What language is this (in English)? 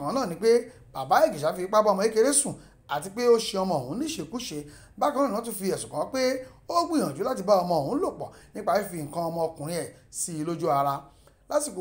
Yoruba